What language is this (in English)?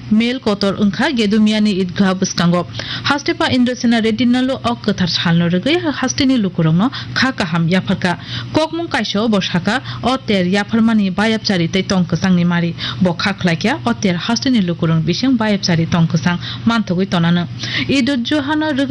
Kok Borok